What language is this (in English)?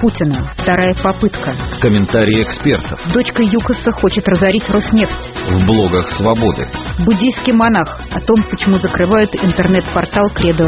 Russian